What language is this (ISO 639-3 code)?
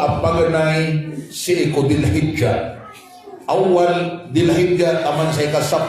mrw